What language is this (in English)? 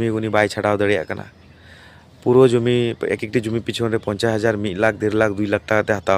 Santali